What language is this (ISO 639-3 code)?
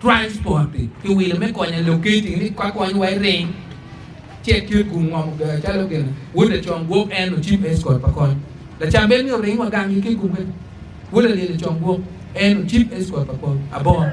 ach